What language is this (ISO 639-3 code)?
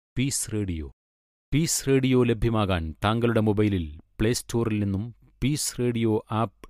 mal